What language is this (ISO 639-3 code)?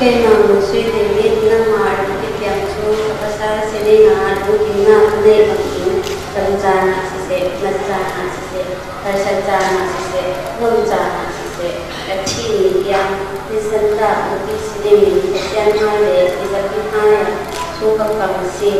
cfm